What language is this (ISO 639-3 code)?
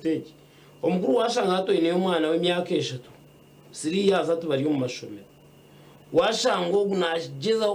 nyn